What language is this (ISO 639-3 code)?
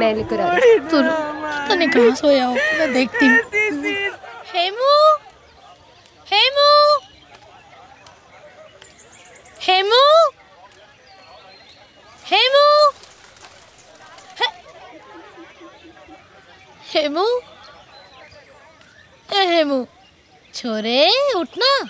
hin